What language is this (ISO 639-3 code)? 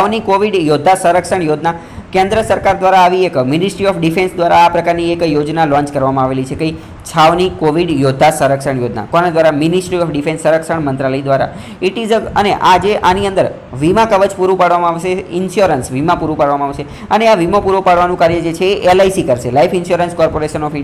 guj